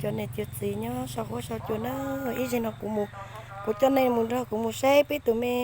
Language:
Hmong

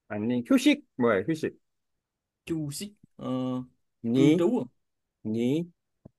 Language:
Korean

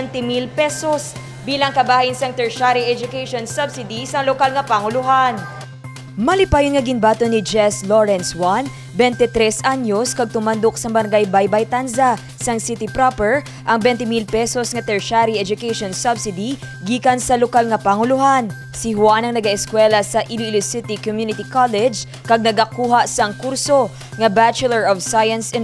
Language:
Hiligaynon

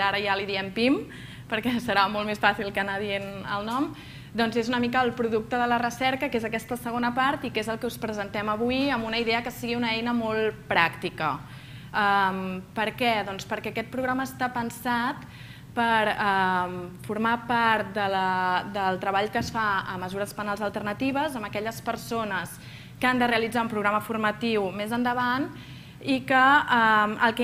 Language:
Catalan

